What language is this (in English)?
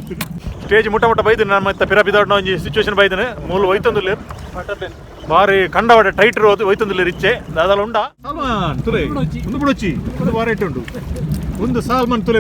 Tulu